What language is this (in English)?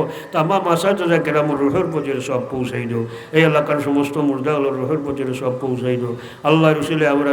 Sylheti